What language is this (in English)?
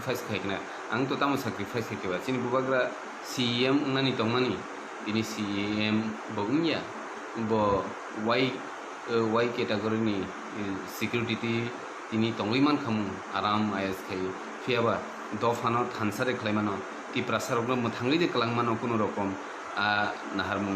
Kok Borok